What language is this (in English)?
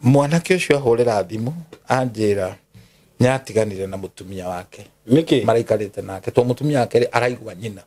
Kikuyu